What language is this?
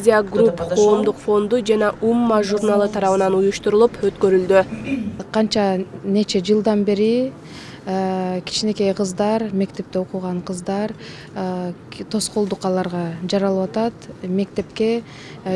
Kyrgyz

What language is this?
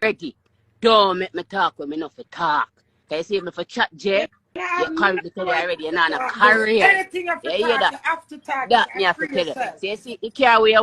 Jamaican Creole English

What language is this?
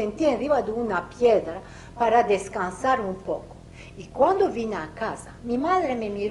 Ladino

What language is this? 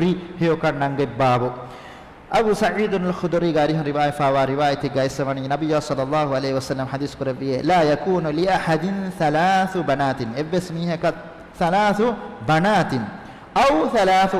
Divehi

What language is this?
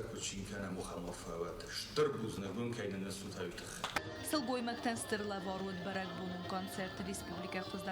Ossetic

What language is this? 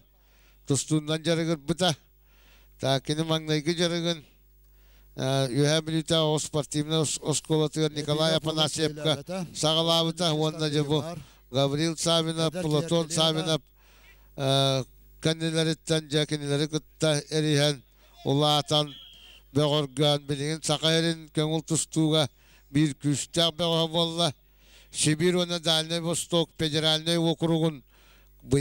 Yakut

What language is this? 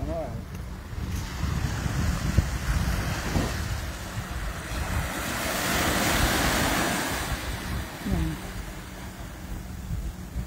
Dutch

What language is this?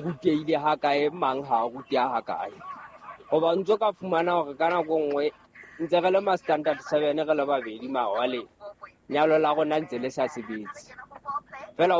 Southern Sotho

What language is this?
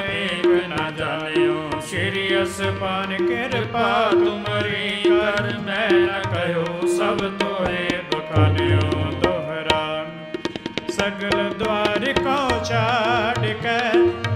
Punjabi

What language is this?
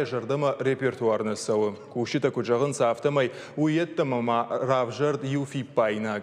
Ossetic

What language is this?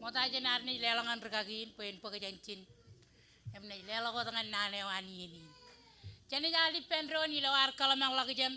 Marshallese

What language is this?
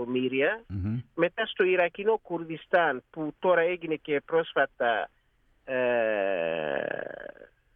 Greek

